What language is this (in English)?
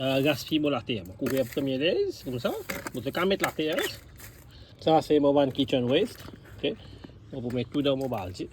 Morisyen